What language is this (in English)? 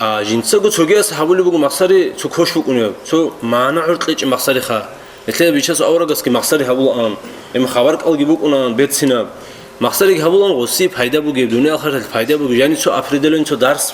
Avaric